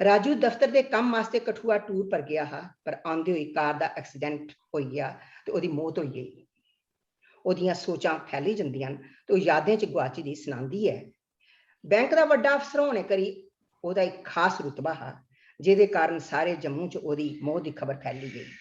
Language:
Dogri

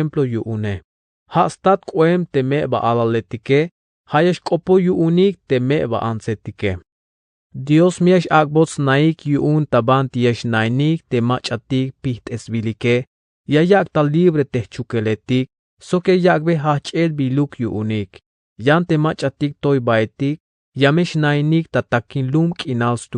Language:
Tzeltal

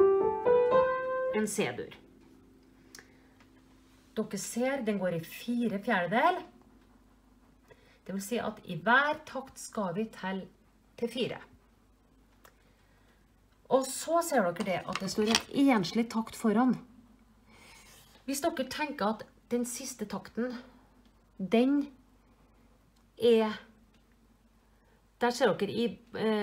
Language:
Norwegian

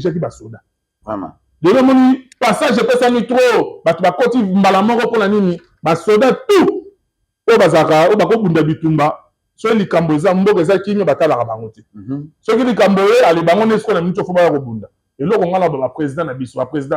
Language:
Lingala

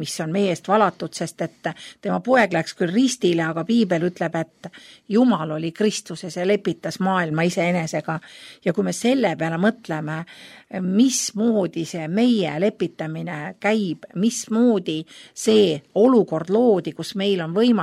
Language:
Estonian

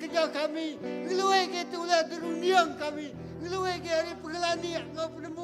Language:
Iban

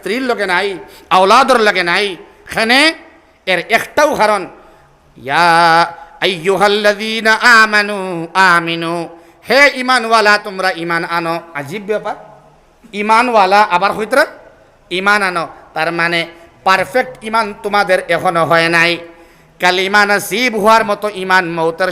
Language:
Sylheti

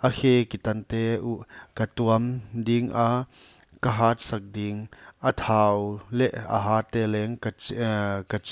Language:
Paite Chin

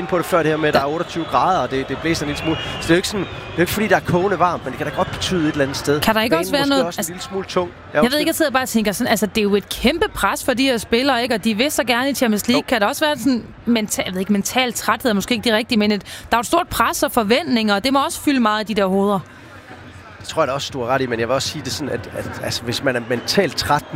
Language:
Danish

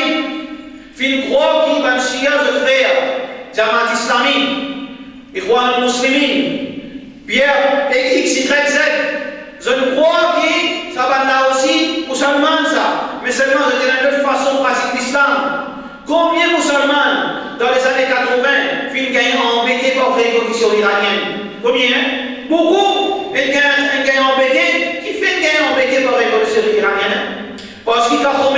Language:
Morisyen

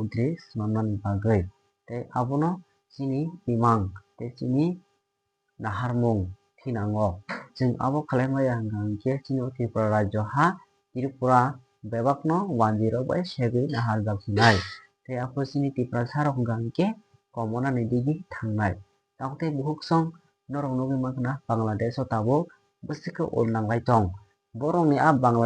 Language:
Kok Borok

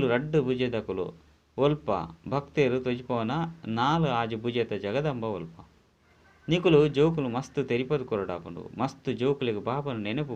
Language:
Tulu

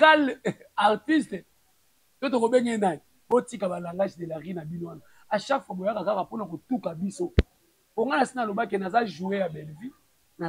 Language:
Lingala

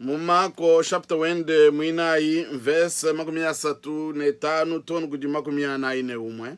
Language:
Luba-Lulua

